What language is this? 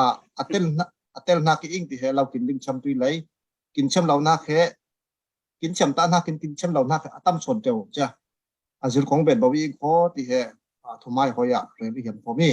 Falam Chin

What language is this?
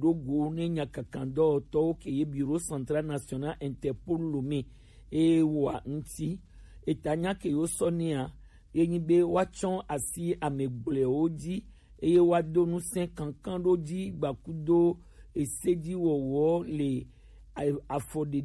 Gen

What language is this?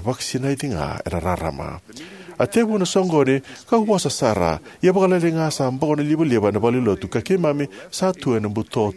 Fijian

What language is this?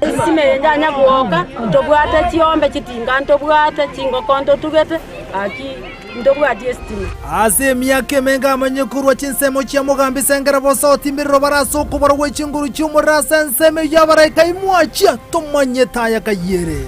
Gusii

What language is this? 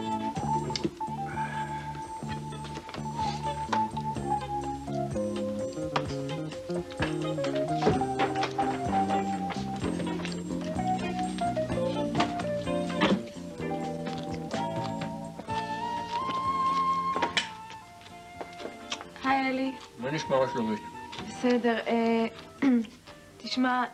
Hebrew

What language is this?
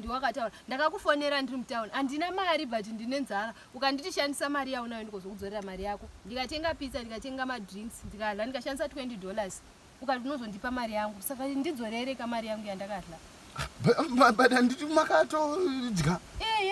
Shona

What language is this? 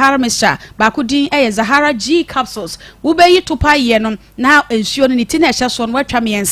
Akan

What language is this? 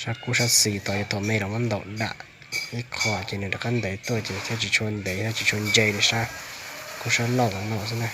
Hmong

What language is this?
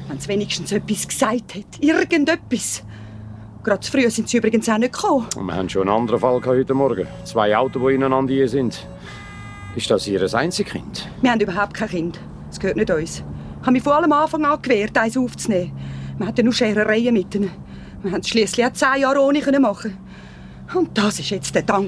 Swiss German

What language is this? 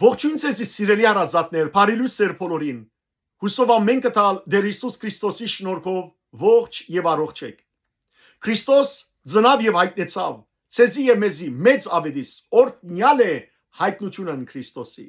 Western Armenian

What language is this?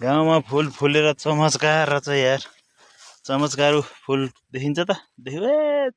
Nepali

